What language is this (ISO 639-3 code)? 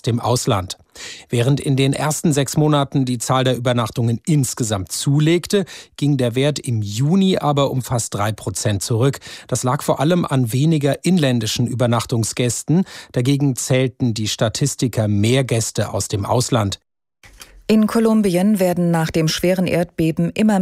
deu